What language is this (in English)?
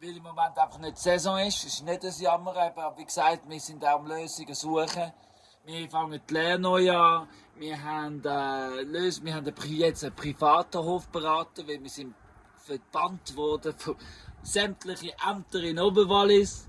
Swiss German